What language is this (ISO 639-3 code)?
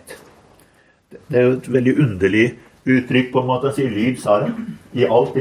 nor